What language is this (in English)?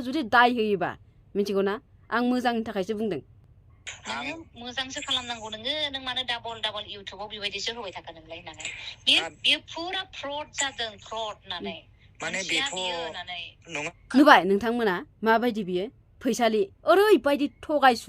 Bodo